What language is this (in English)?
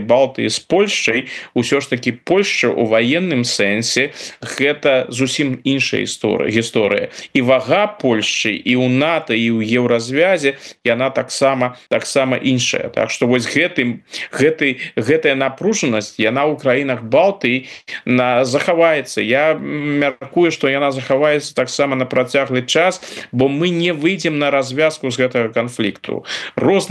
Belarusian